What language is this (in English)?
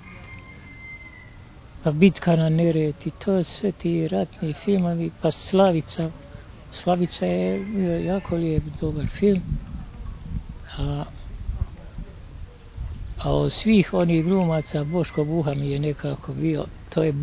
Croatian